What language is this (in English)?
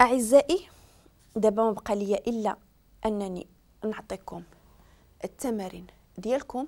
Moroccan Arabic